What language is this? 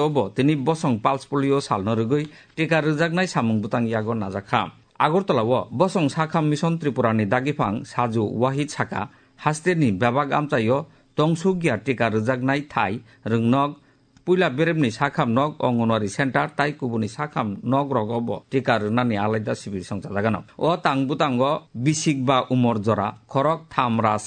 Kok Borok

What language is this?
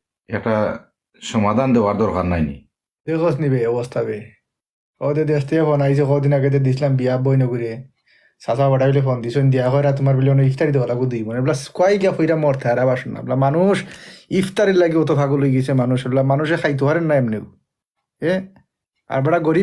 Sylheti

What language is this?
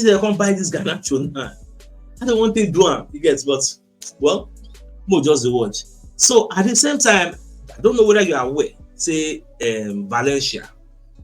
Nigerian Pidgin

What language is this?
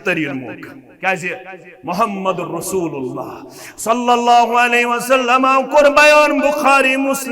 Kashmiri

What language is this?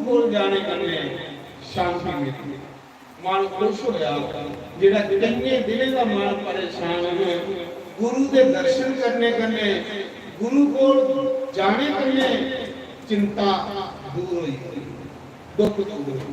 Dogri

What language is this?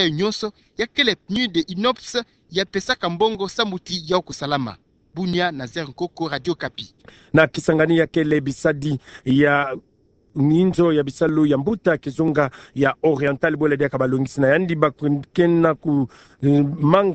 Kituba (Democratic Republic of Congo)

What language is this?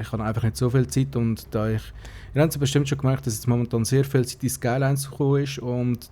Swiss German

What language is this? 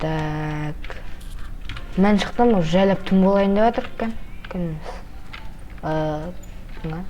Kazakh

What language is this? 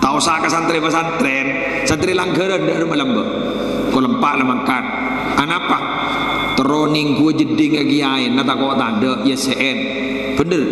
Madurese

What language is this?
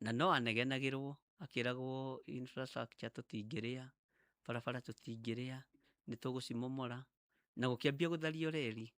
Kikuyu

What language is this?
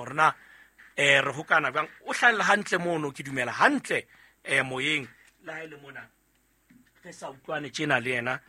Southern Sotho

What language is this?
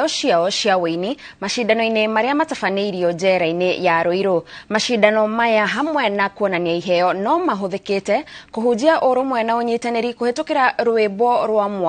Kikuyu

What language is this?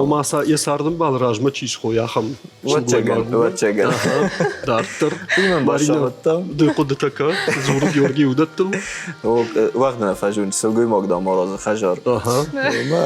Ossetic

